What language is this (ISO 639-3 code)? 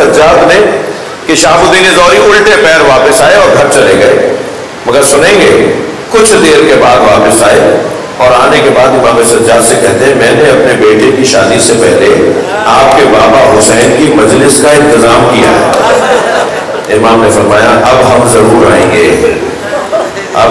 urd